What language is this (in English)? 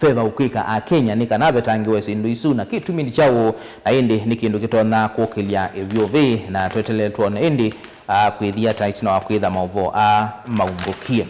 Kamba